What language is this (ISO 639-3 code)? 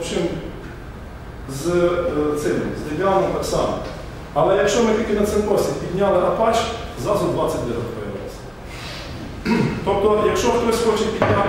ukr